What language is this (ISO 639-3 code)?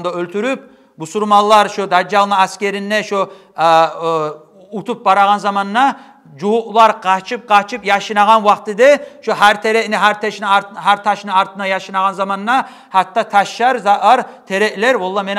kum